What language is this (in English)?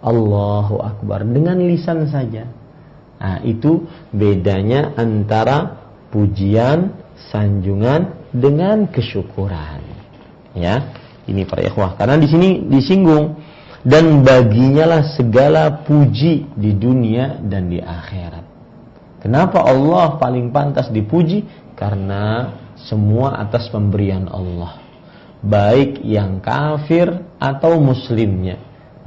Indonesian